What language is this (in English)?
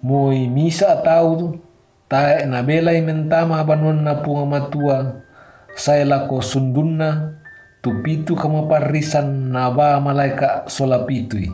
Toraja-Sa'dan